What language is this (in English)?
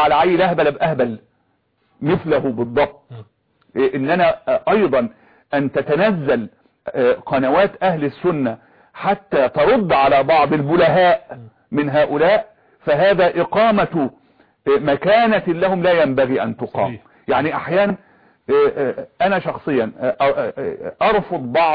Arabic